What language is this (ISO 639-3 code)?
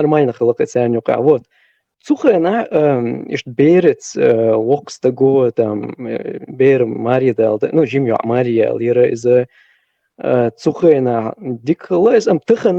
che